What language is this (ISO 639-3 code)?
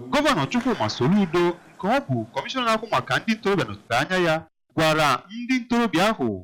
ibo